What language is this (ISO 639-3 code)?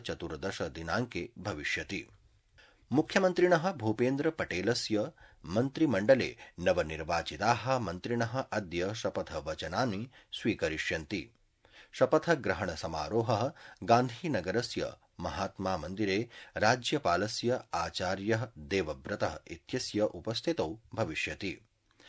san